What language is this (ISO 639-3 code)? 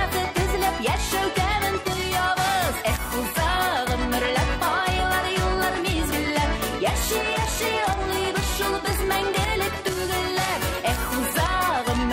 tat